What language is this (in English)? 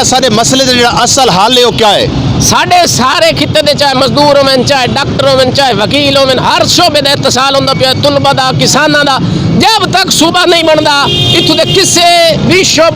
Saraiki